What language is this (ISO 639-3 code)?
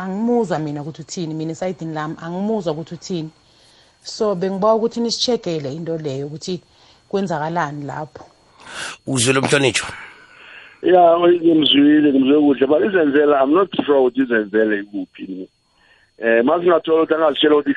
nbl